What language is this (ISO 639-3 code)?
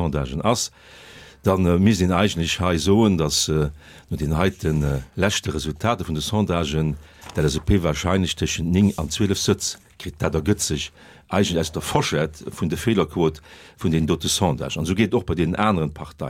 ltz